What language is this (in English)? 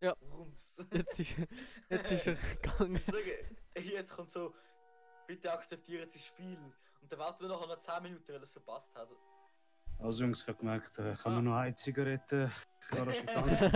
Swiss German